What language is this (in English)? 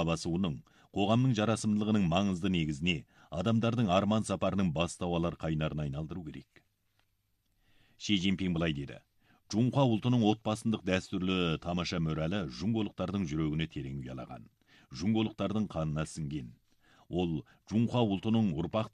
Kazakh